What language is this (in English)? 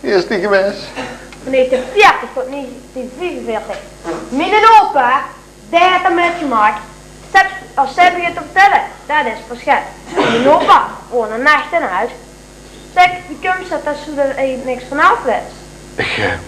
Limburgish